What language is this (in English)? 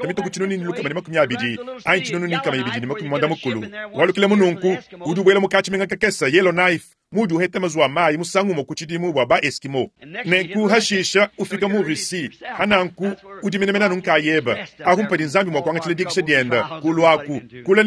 Luba-Lulua